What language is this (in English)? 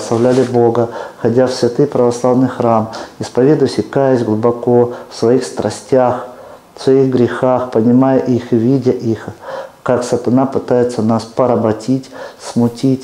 Russian